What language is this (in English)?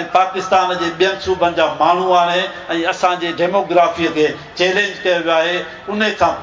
Sindhi